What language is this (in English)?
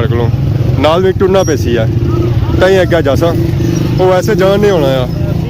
Pahari-Potwari